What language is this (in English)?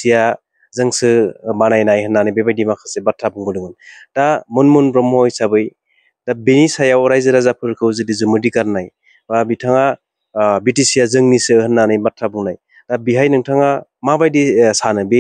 Bodo